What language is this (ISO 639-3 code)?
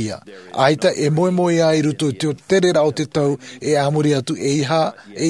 tah